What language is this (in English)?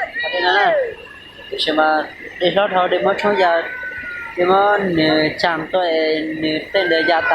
Hmong